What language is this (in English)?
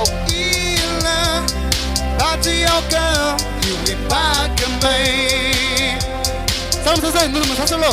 Tangkhul Naga (India)